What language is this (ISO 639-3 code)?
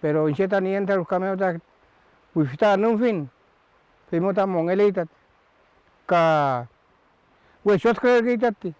arn